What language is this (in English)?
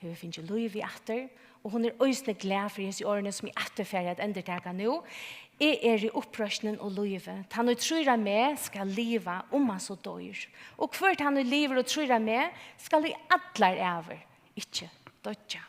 Faroese